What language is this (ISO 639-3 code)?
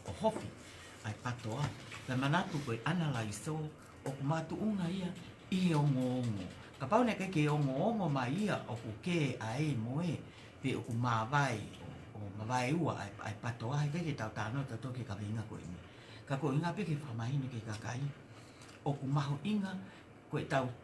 ton